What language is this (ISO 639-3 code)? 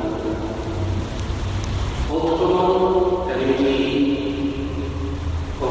slk